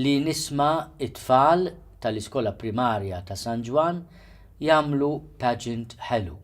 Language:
Maltese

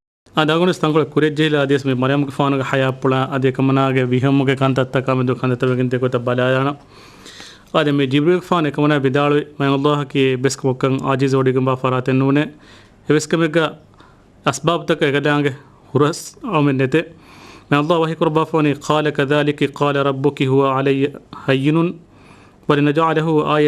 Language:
Divehi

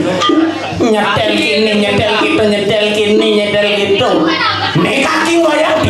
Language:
Balinese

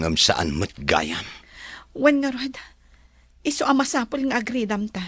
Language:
Iloko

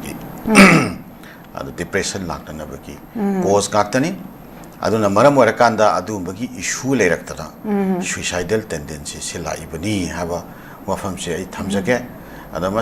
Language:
Manipuri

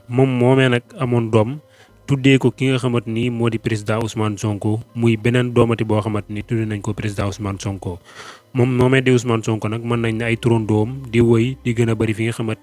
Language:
Wolof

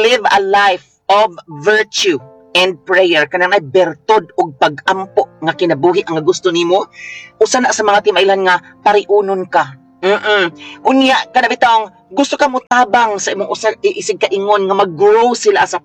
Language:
Cebuano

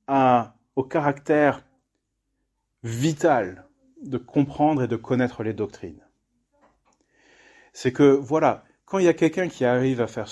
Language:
French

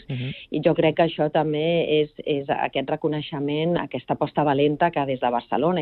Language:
Catalan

